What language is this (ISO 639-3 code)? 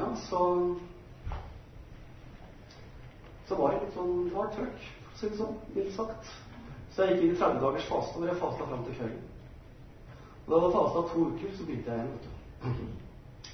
nor